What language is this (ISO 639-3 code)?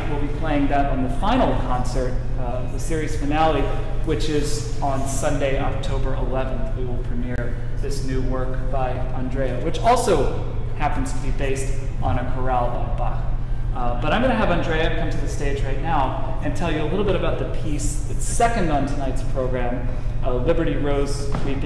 eng